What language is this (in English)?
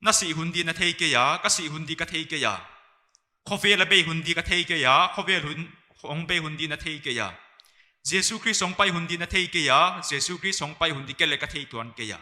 Paite Chin